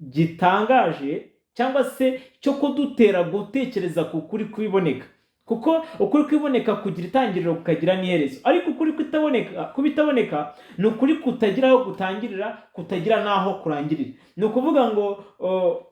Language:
Kinyarwanda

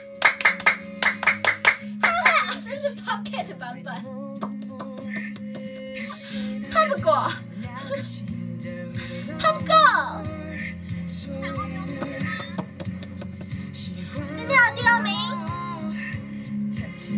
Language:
Chinese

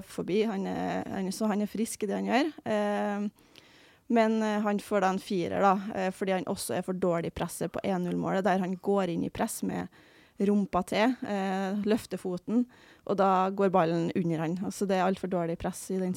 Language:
Norwegian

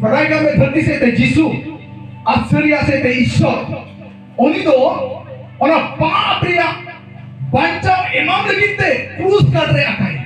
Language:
Santali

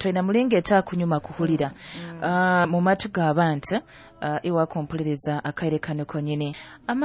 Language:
Nyoro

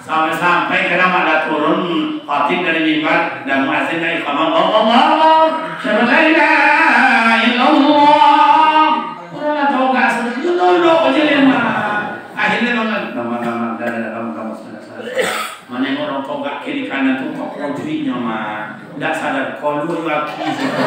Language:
Minangkabau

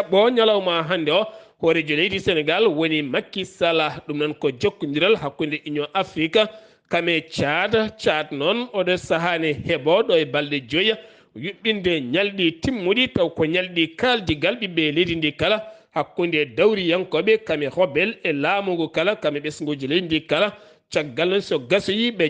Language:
Fula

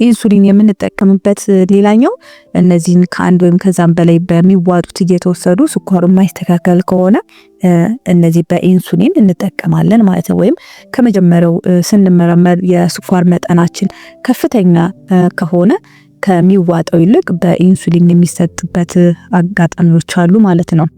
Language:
Amharic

